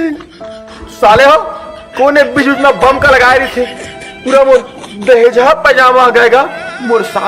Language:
Chhattisgarhi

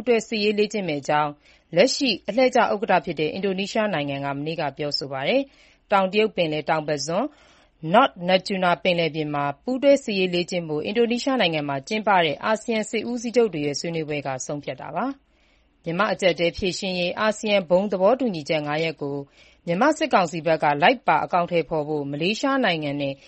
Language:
Burmese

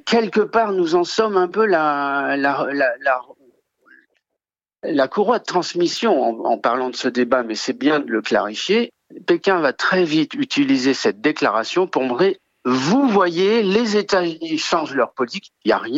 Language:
French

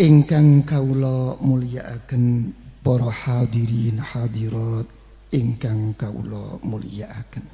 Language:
Javanese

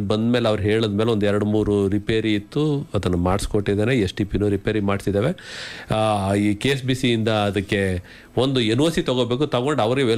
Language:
Kannada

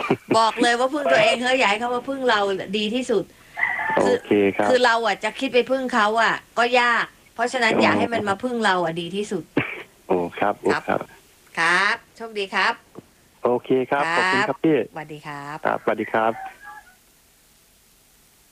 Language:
Thai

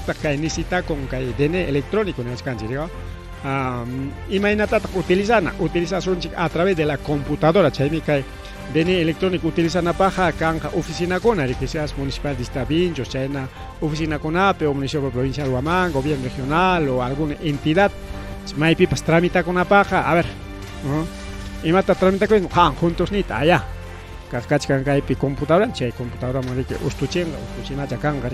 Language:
Ayacucho Quechua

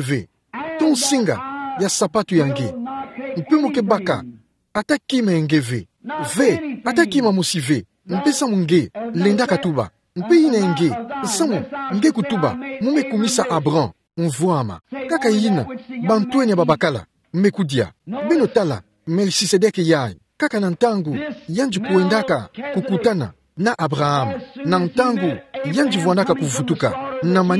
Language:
Kituba (Democratic Republic of Congo)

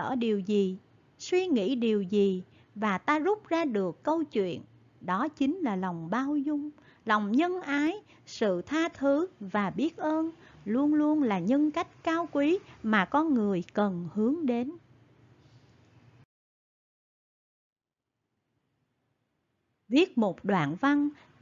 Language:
Vietnamese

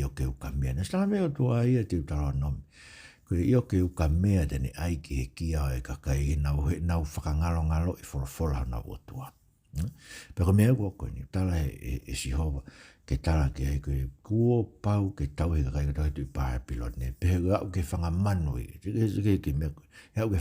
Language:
Tongan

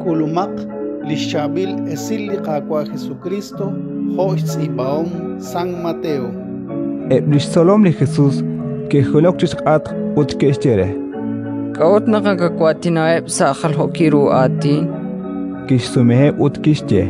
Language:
Kekchí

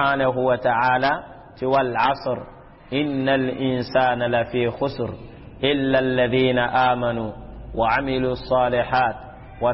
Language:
Mossi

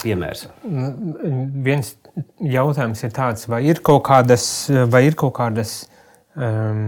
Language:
Latvian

